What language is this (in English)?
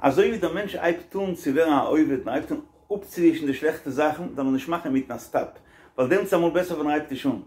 Yiddish